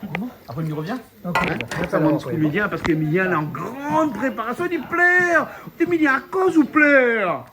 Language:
Réunion Creole French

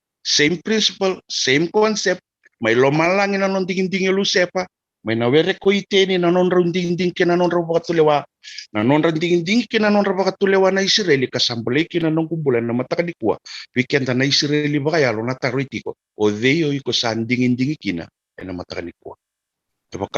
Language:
Fijian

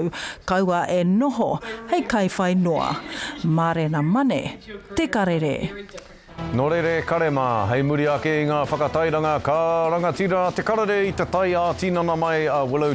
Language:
Māori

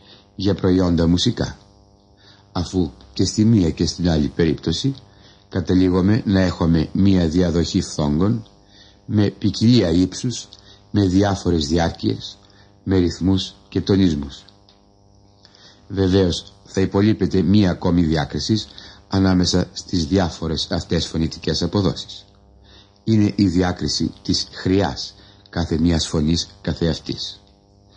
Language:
Greek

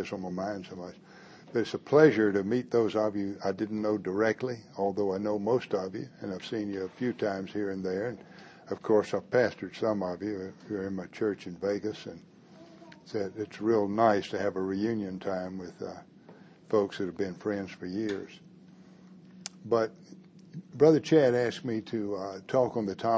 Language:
English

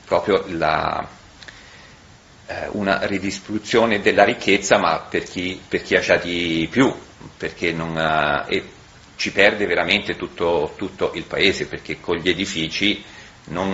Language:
Italian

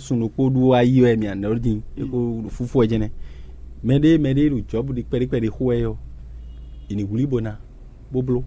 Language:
Fon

